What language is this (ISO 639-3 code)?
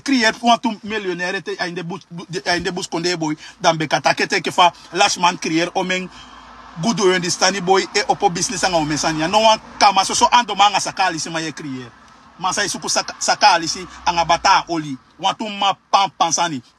srn